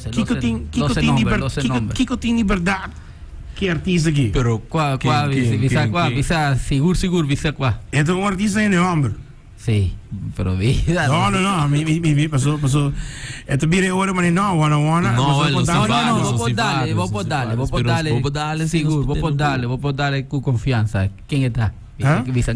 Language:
Papiamento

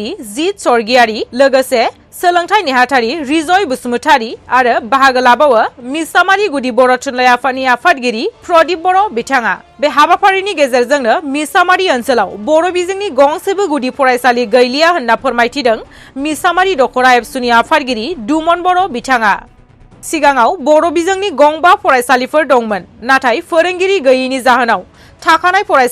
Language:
Bodo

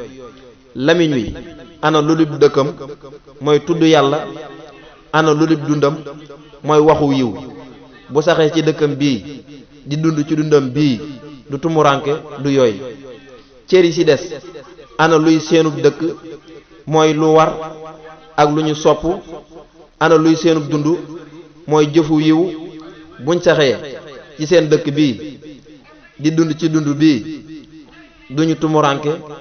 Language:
Wolof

